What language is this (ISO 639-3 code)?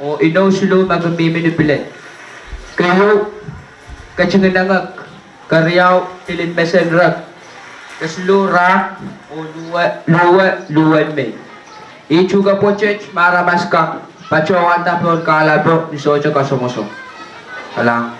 pon